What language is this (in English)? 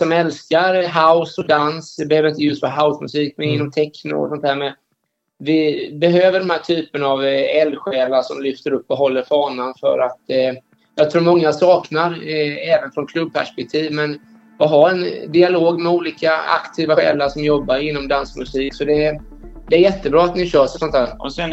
Swedish